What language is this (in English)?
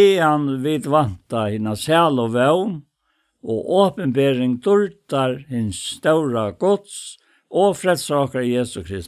Faroese